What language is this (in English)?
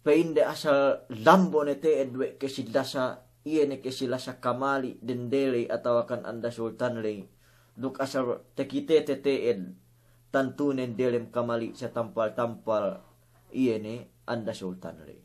Yakan